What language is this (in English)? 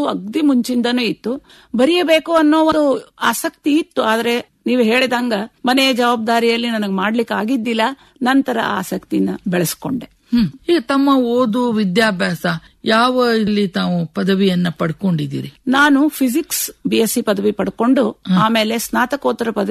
Kannada